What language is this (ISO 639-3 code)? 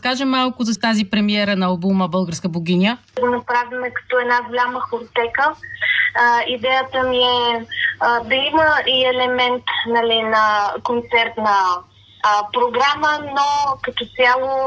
bul